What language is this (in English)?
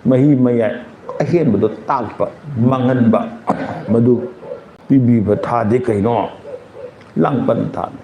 Manipuri